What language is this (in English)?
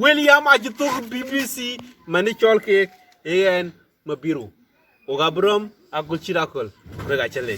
Dinka